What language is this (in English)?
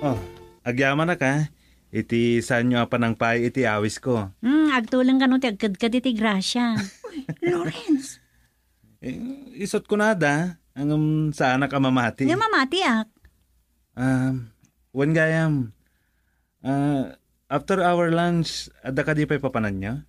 Iloko